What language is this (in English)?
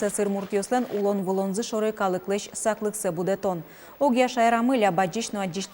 Udmurt